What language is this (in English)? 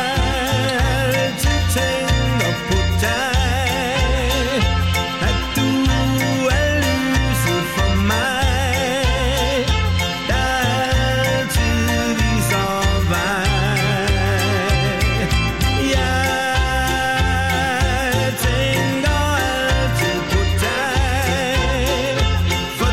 Danish